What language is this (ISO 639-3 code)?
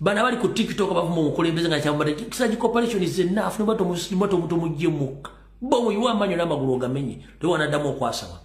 lug